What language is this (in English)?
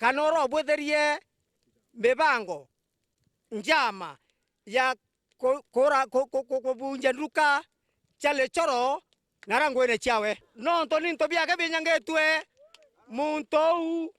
Meru